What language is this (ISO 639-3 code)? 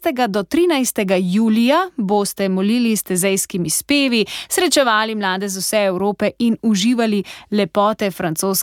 slv